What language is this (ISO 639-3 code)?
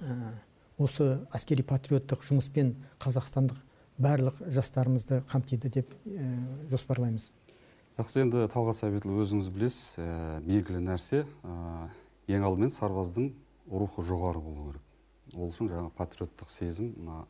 kaz